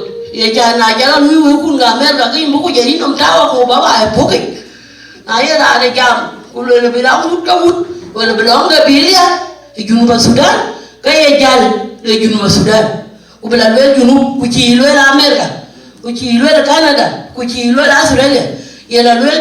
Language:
Dinka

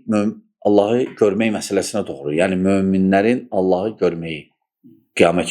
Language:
Azerbaijani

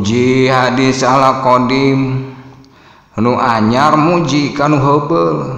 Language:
Sundanese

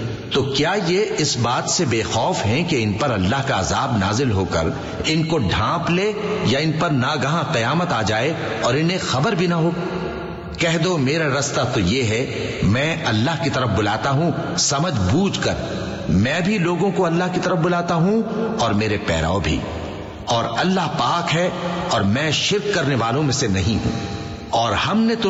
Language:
Urdu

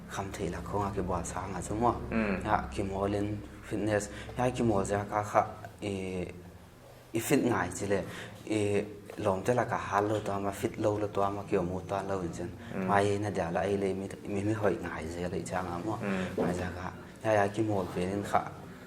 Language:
Paite Chin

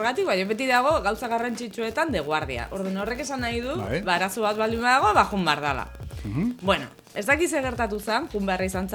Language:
Basque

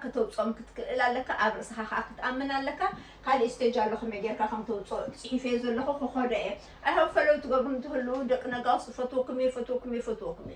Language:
Tigrinya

